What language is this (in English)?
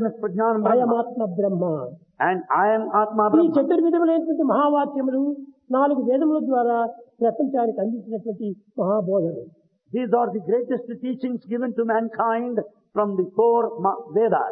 Telugu